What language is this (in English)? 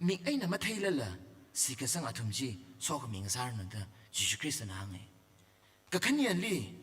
Tangkhul Naga (India)